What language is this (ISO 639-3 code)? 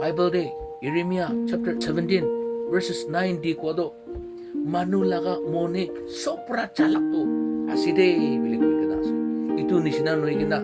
nag